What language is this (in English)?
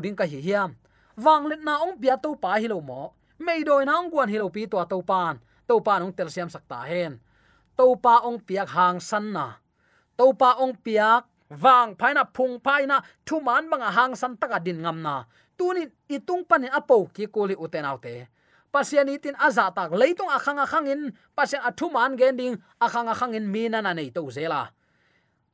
Tedim Chin